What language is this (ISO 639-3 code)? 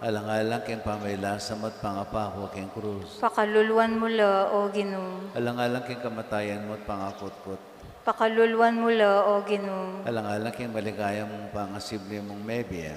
pam